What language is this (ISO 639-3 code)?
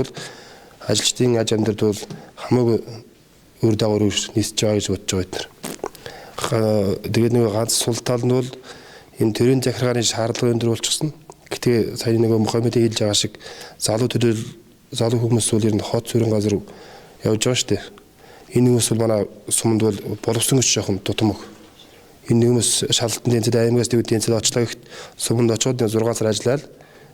mon